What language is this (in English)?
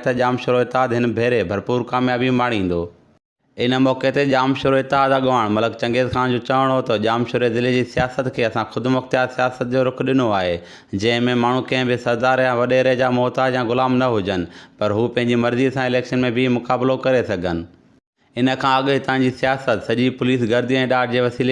Sindhi